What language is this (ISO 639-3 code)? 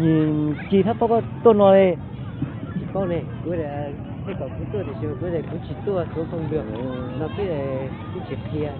hmn